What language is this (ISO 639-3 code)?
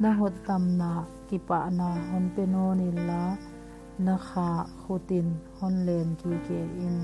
pck